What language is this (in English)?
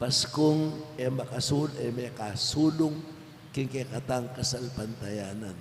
Pampanga